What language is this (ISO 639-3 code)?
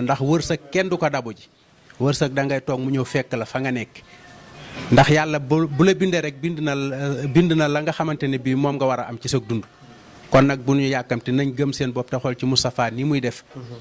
wol